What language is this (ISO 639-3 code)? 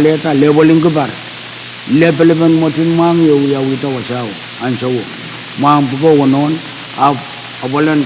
pon